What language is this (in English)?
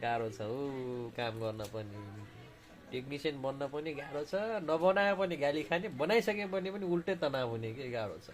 Nepali